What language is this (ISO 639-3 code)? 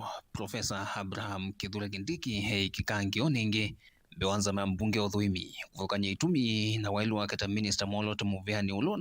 kam